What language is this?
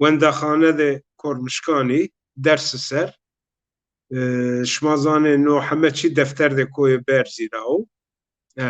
Zaza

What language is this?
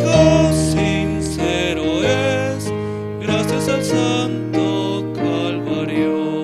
Aymara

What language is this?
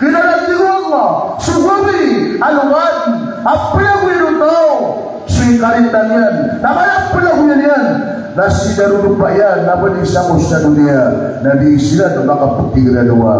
Maranao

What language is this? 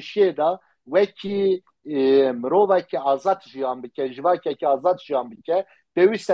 Kurdish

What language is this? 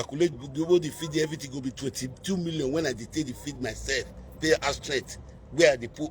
Nigerian Pidgin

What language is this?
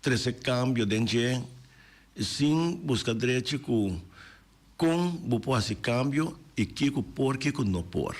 Papiamento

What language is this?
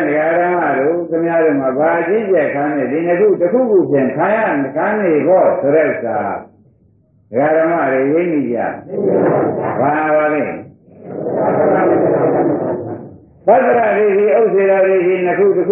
Burmese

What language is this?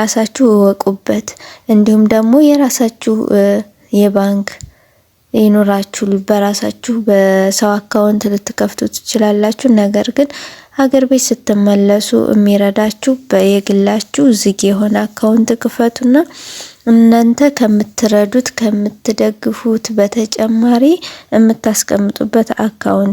Amharic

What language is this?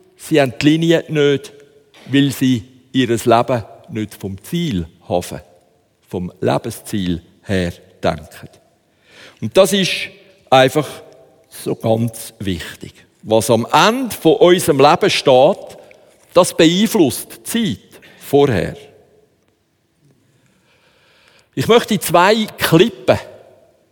German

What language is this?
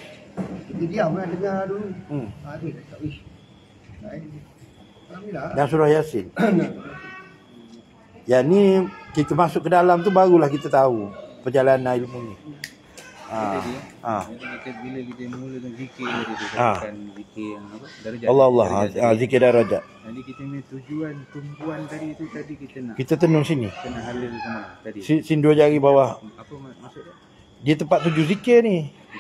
Malay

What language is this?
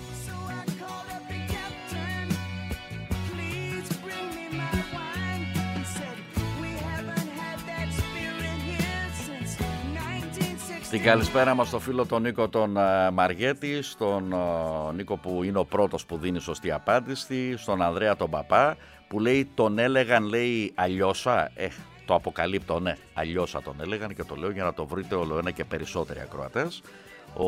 Greek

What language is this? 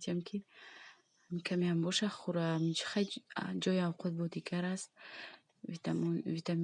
Tajik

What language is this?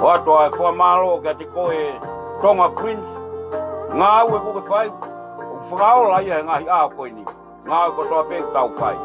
Tongan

